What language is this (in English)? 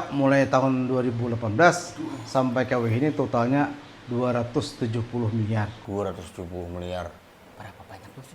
Banjar